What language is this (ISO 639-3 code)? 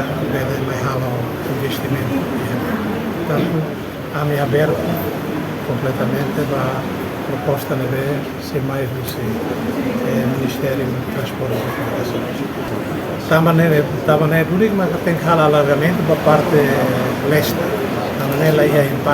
tet